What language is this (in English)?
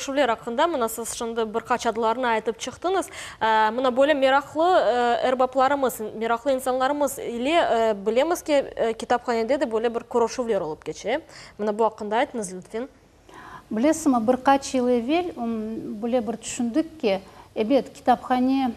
Crimean Tatar